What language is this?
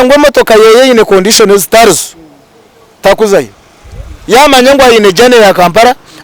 Nyankole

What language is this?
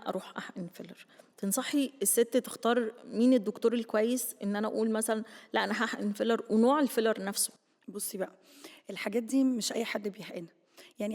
Egyptian Arabic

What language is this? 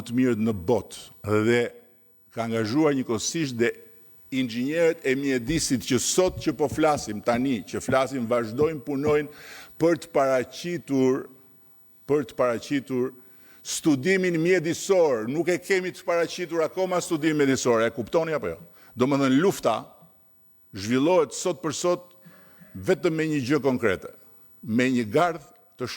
Albanian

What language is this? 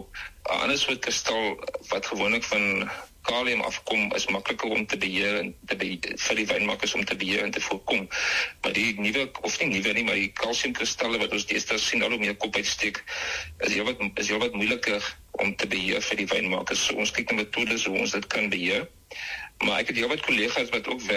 Afrikaans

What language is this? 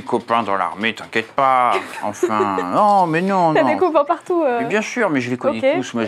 French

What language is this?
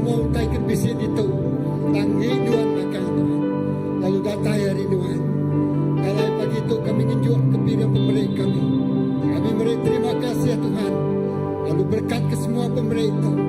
Iban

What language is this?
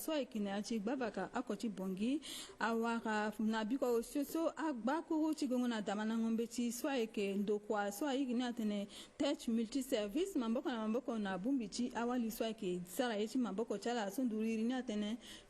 Sango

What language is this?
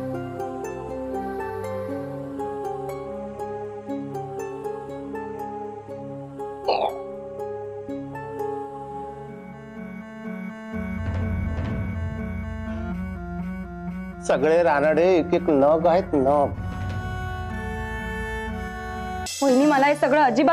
Marathi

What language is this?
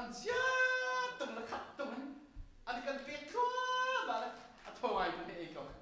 Hakha Chin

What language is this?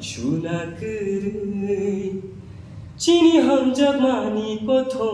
Kok Borok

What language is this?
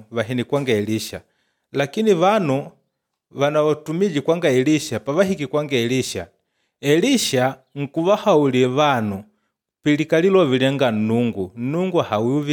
Makonde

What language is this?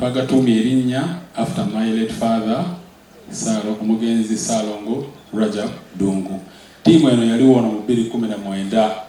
Ganda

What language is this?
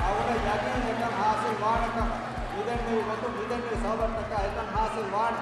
Divehi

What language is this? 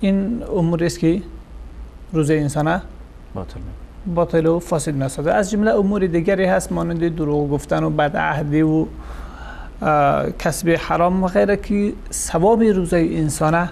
Persian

